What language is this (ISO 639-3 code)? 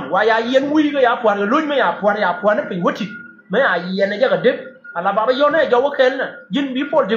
nus